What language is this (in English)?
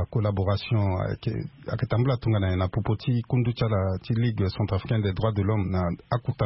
Sango